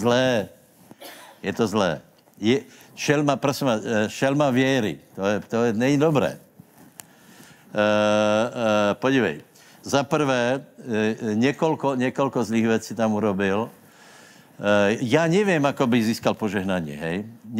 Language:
Czech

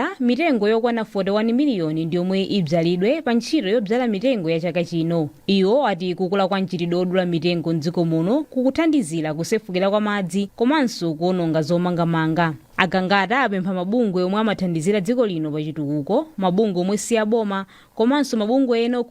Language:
Nyanja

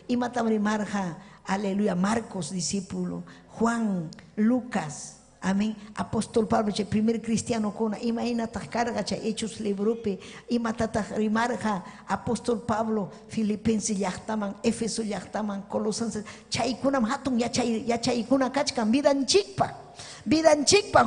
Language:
Ayacucho Quechua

